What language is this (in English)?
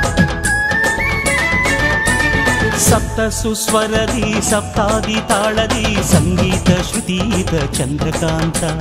Kannada